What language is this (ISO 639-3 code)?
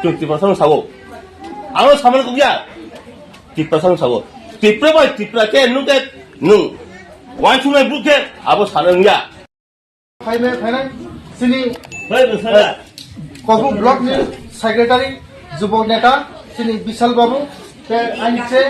trp